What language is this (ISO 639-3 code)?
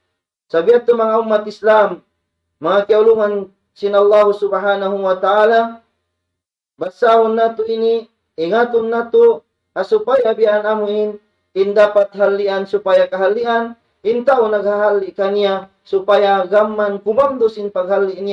tsg